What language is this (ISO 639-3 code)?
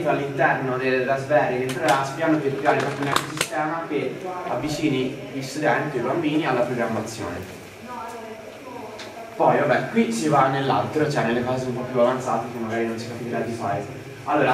ita